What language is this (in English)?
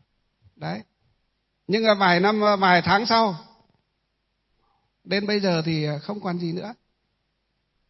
Vietnamese